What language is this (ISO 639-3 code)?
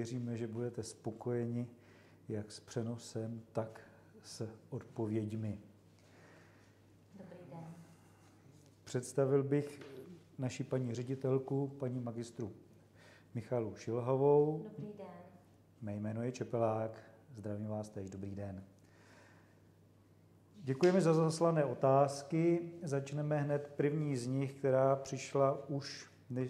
ces